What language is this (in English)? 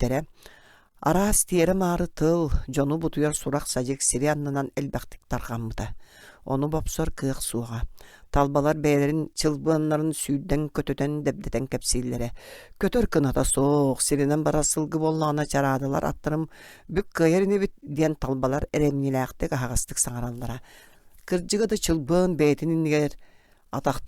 Yakut